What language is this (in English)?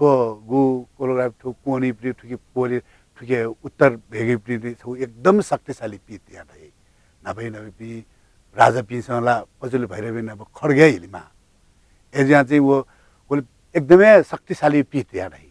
Newari